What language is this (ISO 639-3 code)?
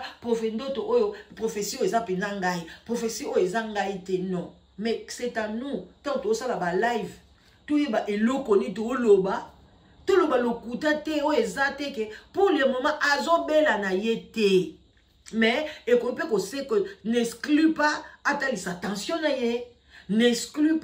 lin